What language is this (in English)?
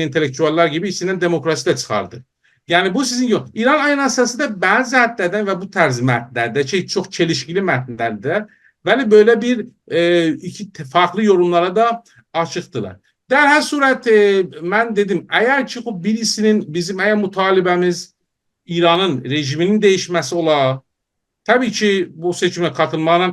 South Azerbaijani